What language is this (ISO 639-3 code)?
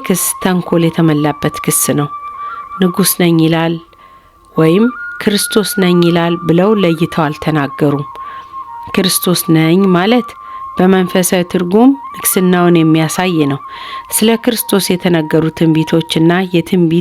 amh